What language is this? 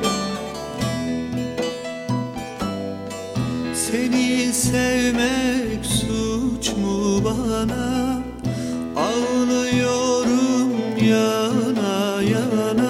Turkish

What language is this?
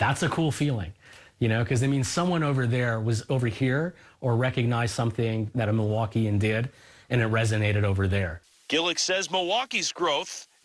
English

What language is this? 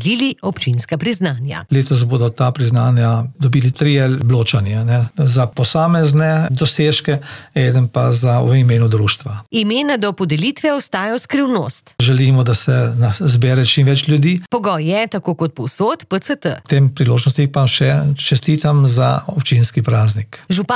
Slovenian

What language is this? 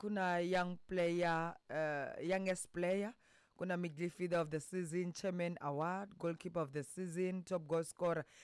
Tsonga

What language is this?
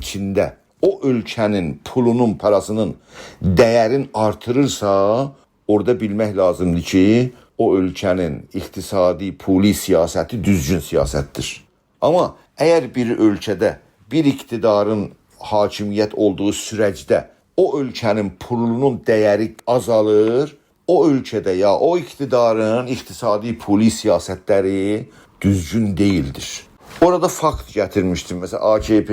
South Azerbaijani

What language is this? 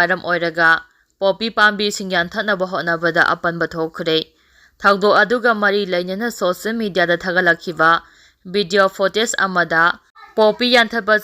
Manipuri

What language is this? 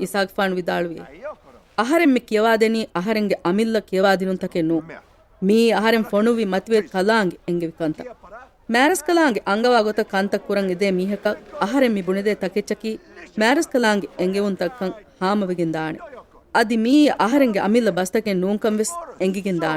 Divehi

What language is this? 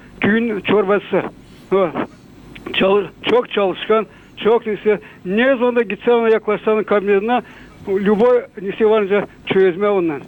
Gagauz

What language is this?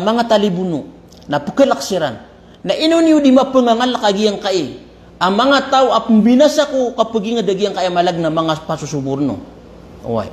Maranao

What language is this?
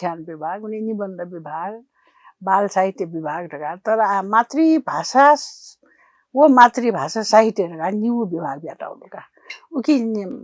Newari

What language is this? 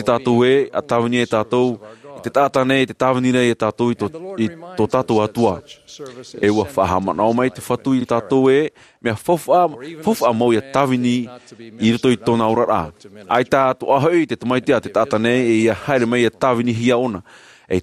Tahitian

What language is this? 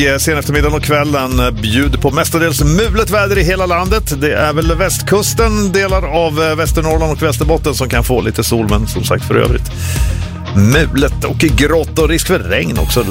Swedish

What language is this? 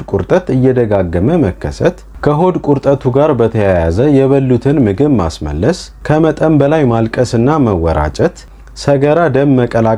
Amharic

